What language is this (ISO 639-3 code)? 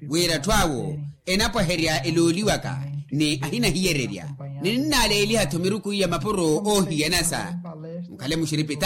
vmw